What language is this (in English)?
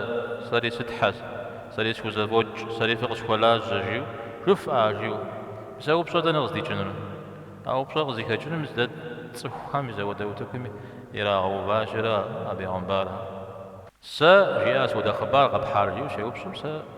Kabardian